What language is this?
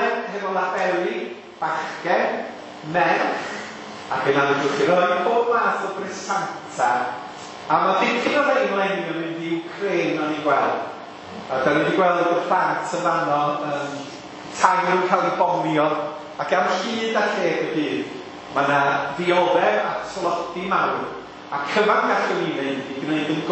Welsh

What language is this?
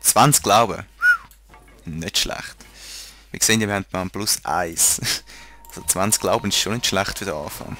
Swiss German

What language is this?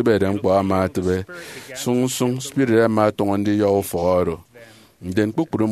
Efik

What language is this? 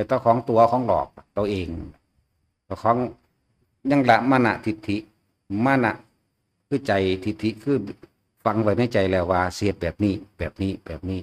Northeastern Thai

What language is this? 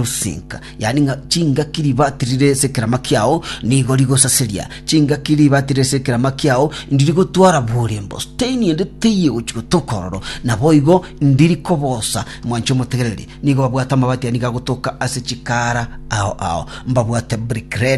Gusii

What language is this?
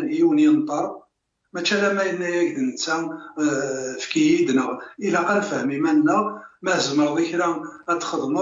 Kabyle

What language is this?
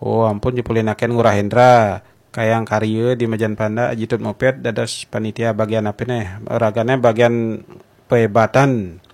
Balinese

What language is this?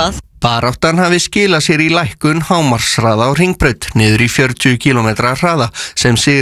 Icelandic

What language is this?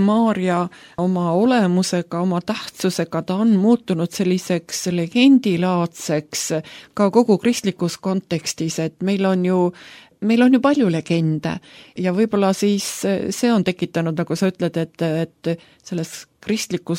Estonian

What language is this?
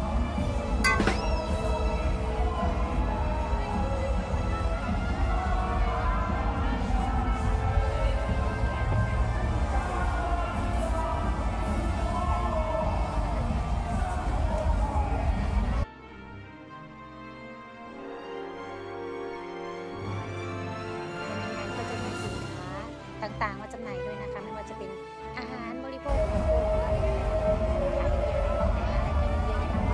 Thai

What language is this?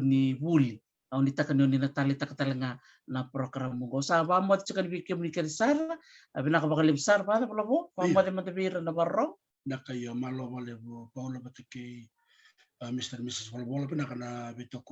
Fijian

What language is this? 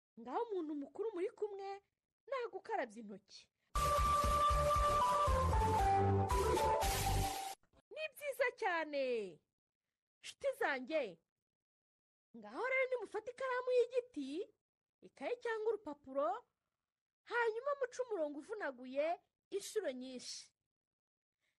Kinyarwanda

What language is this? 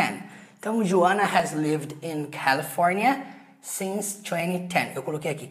Portuguese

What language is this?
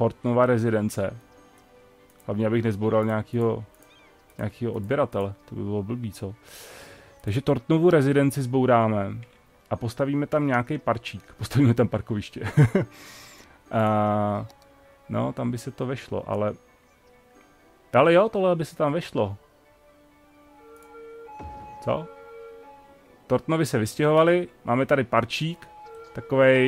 Czech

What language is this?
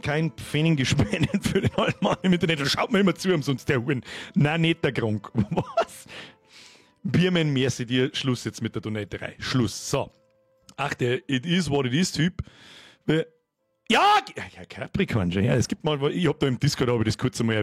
Bavarian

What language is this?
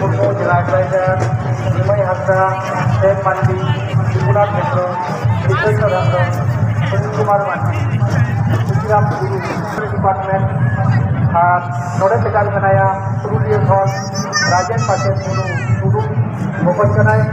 Santali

